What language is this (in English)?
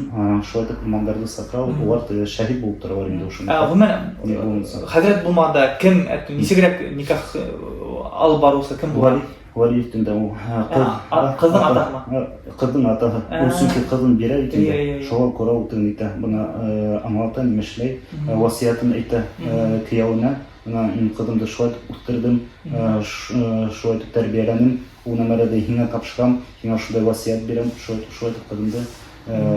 Bashkir